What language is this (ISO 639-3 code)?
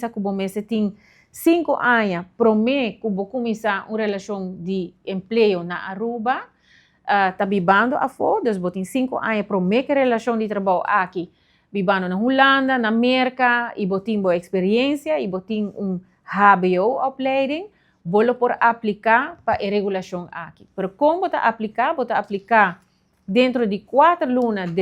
pap